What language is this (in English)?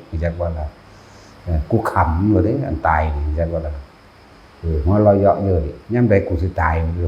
Northeastern Thai